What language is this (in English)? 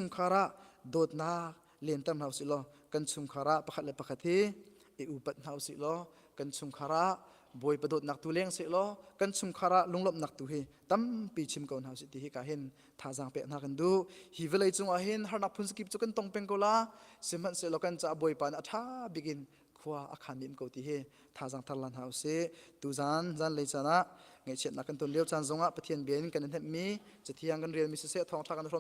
Hakha Chin